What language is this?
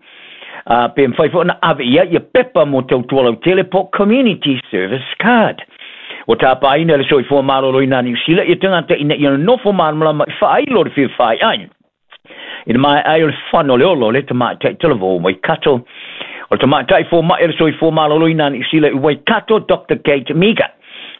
Samoan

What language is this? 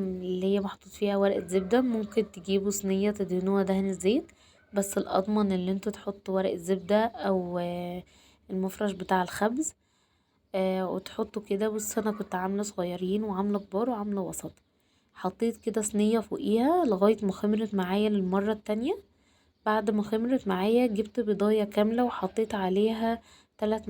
Egyptian Arabic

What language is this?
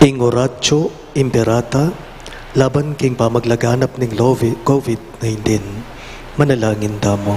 Pampanga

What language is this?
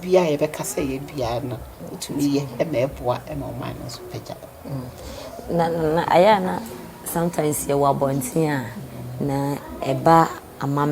Akan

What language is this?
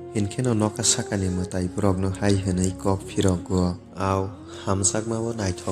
Kok Borok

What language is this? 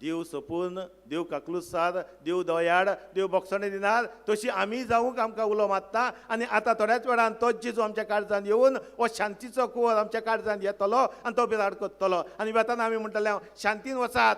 Konkani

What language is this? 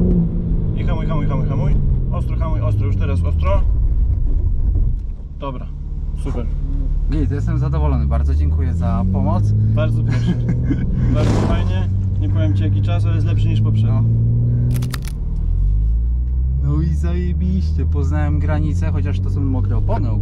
Polish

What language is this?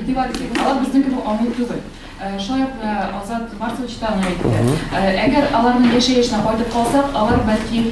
Tatar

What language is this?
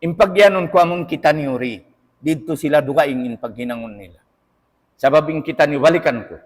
Tausug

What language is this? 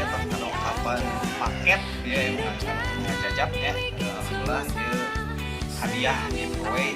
Sundanese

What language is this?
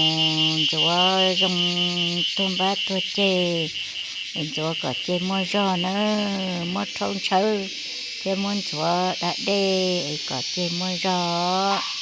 Hmong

